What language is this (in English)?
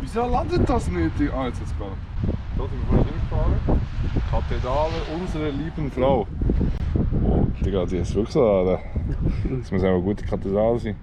Swiss German